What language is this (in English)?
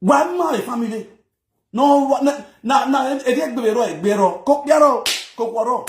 Nigerian Pidgin